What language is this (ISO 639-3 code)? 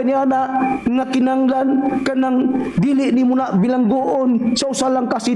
ceb